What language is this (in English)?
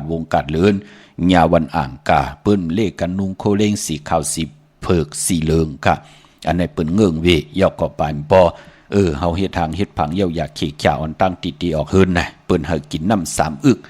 Shan